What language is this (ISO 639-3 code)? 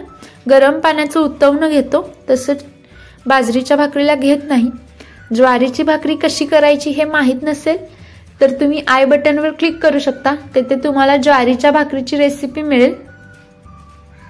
mar